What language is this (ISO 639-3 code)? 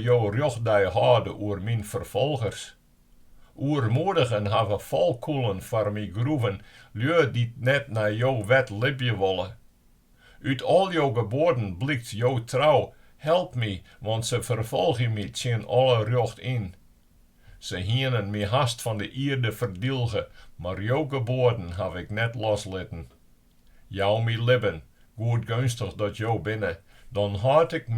fry